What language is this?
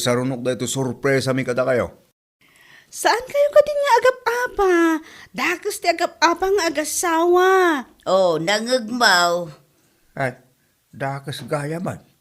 Iloko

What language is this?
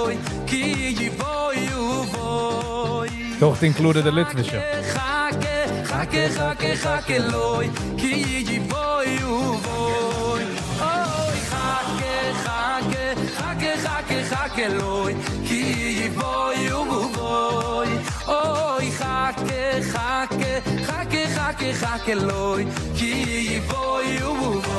Yiddish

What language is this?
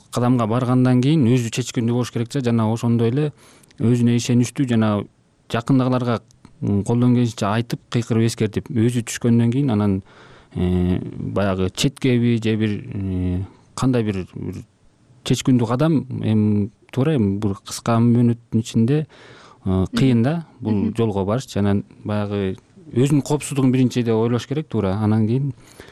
Kyrgyz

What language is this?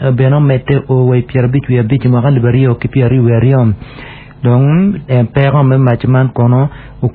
Acoli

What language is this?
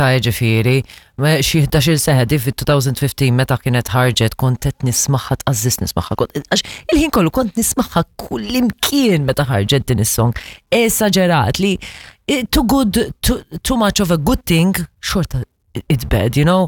Maltese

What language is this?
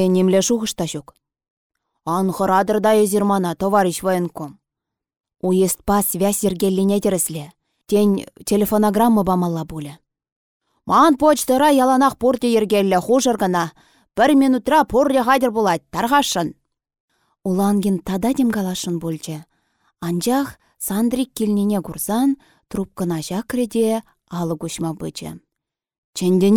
Chuvash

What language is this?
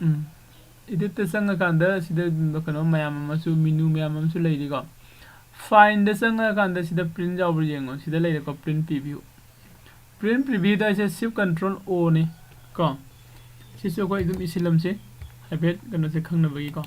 Manipuri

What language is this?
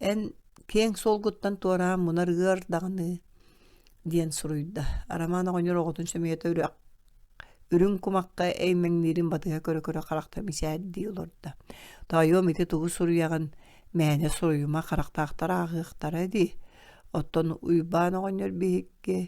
Yakut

